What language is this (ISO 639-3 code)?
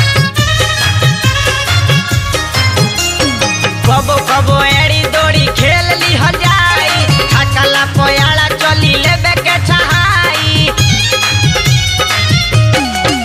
bho